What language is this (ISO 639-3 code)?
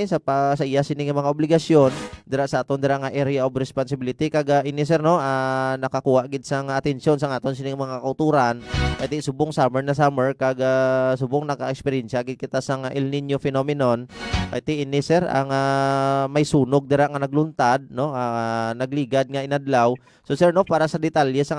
hil